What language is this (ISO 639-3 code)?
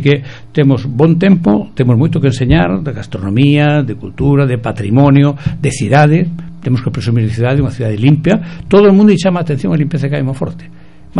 glg